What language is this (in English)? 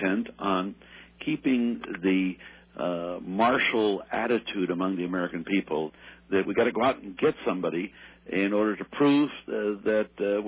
English